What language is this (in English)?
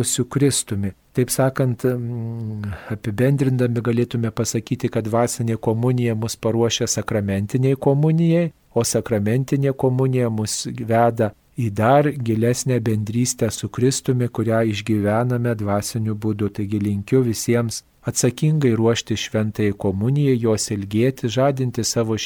Lithuanian